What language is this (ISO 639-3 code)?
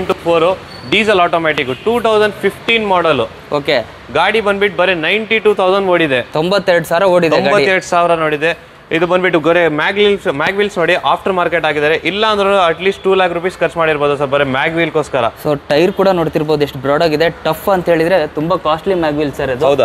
kan